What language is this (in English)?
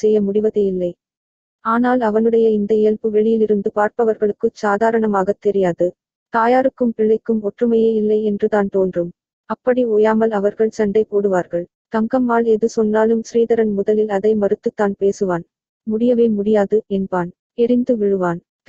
Tamil